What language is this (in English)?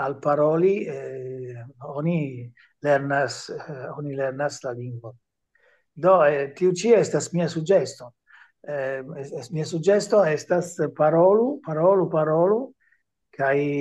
Esperanto